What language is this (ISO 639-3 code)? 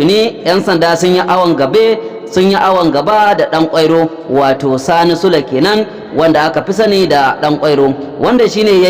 hau